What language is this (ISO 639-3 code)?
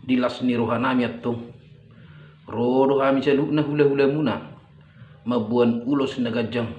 bbc